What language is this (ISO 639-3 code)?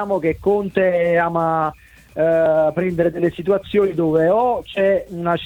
ita